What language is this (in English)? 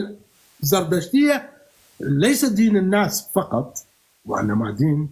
North Levantine Arabic